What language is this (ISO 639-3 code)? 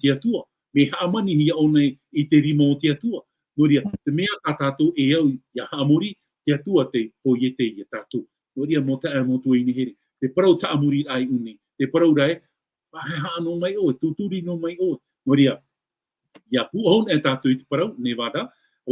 tah